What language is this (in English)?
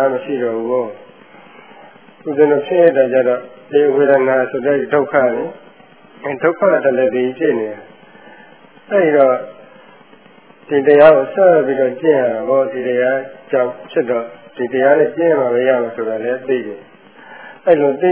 Burmese